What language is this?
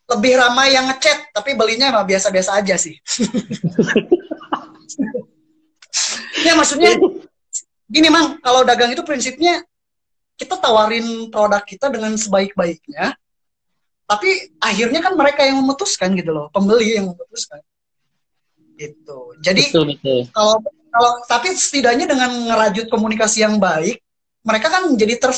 Indonesian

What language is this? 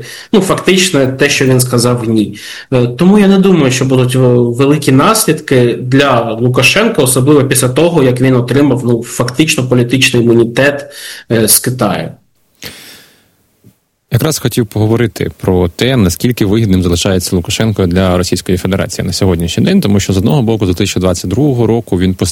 Ukrainian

